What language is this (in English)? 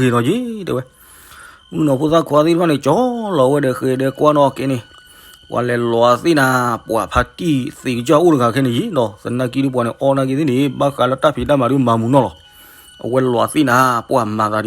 S'gaw Karen